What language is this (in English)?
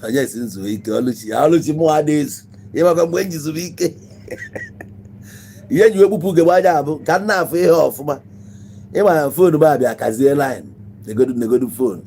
Igbo